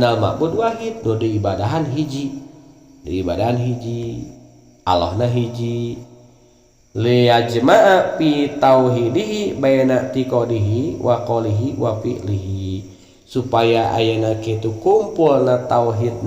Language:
Sundanese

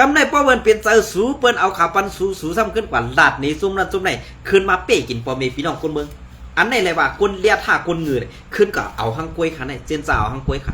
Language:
Shan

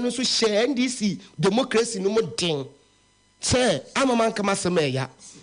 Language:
Akan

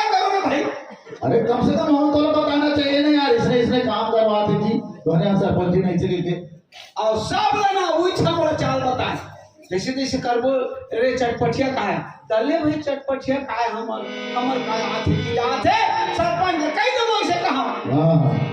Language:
Chhattisgarhi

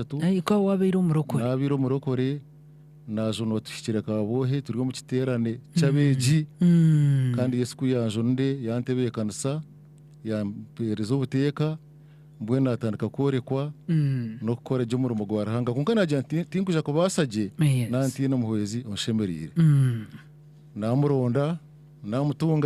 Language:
Nyankole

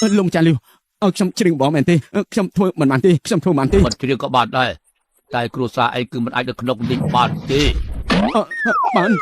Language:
Khmer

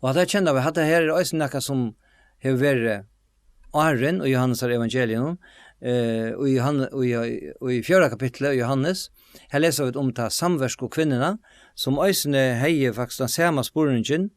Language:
Faroese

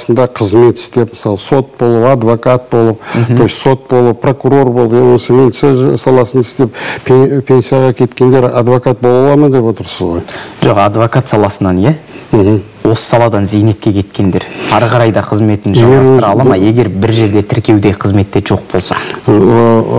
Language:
Kazakh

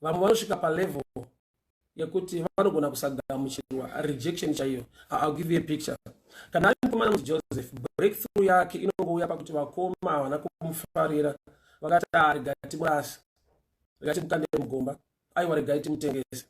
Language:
Shona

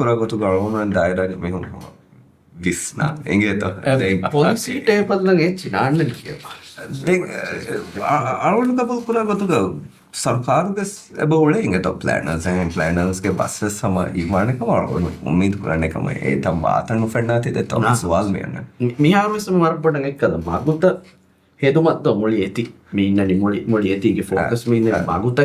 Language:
Divehi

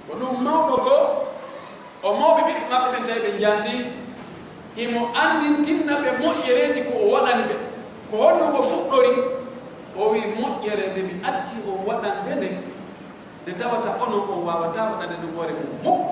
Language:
Pular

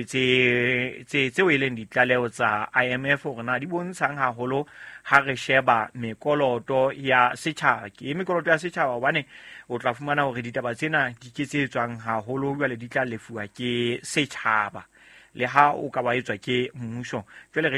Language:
Southern Sotho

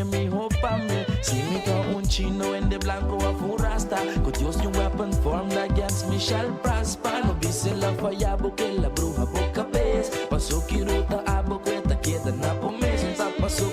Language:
Papiamento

